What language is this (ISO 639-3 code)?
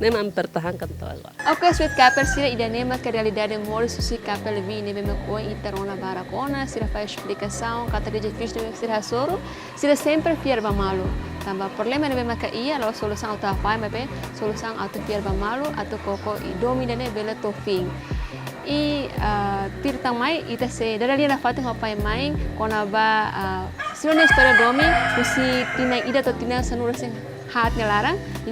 tet